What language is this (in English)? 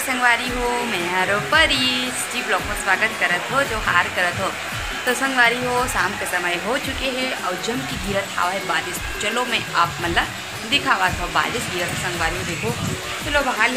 Chhattisgarhi